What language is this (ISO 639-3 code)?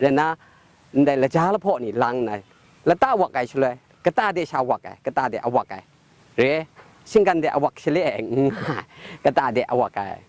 kac